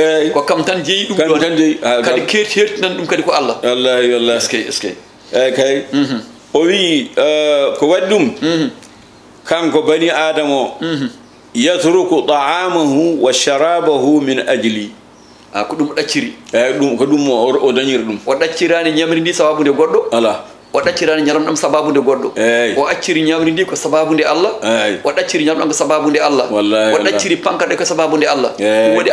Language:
Fula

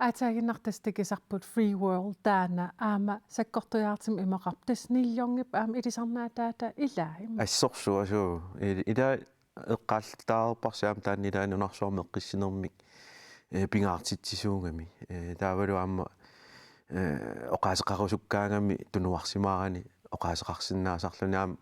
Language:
Kalaallisut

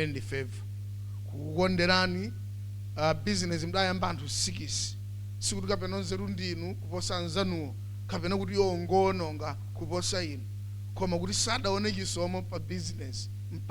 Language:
Nyanja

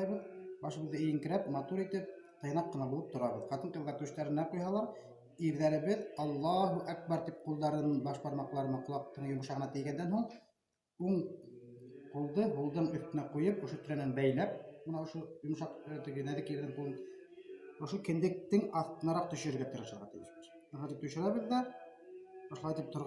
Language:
Bashkir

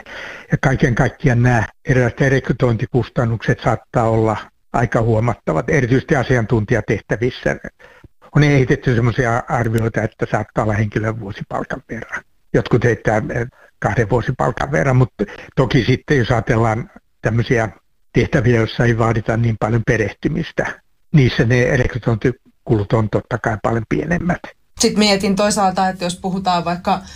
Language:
Finnish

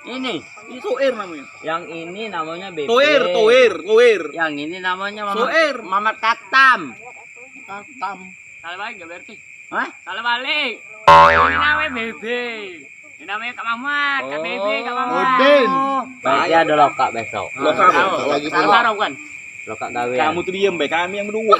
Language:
Musi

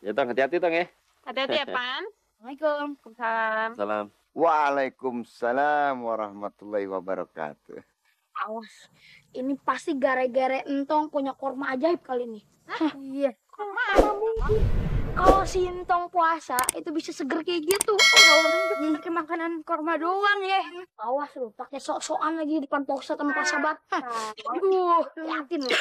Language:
Betawi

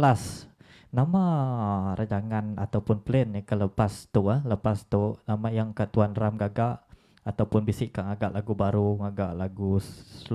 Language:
Iban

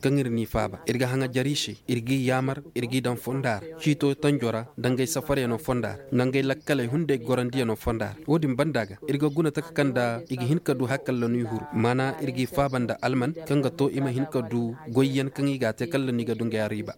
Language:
Koyraboro Senni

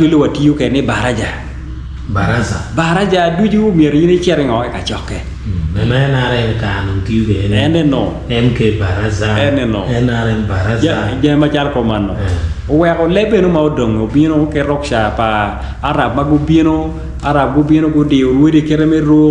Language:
Acoli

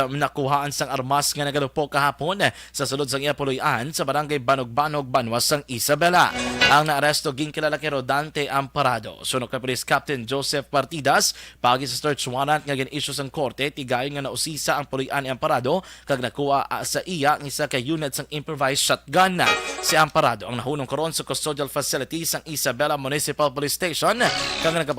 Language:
Hiligaynon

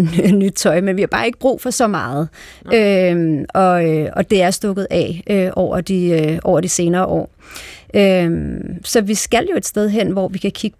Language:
Danish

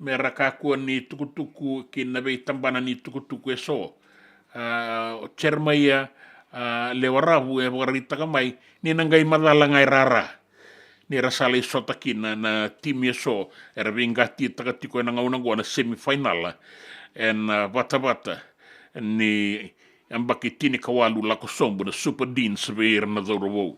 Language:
Fijian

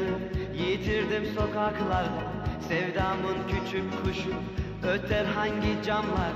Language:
Turkish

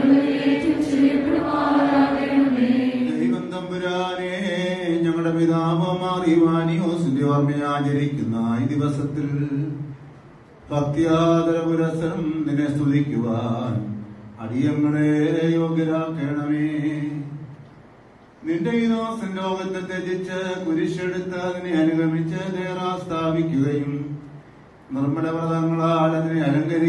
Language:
Malayalam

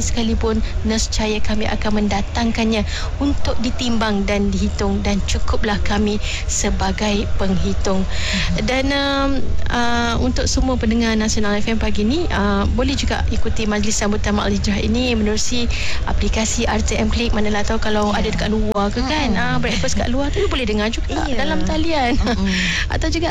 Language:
Malay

